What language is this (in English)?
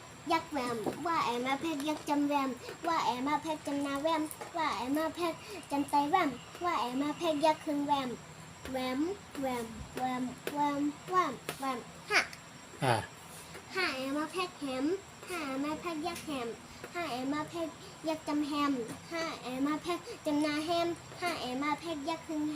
Shan